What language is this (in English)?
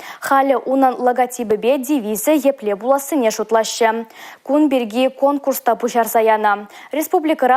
Chuvash